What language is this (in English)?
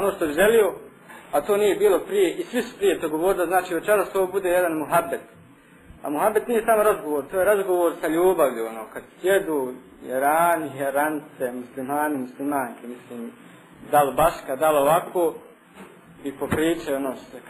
Bosnian